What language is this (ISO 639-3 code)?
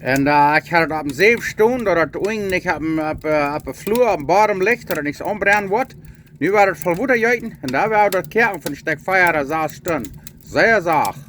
pdt